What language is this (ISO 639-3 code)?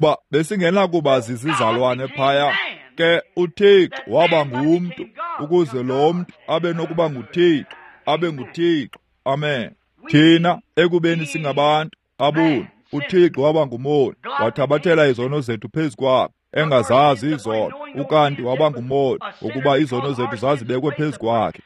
xho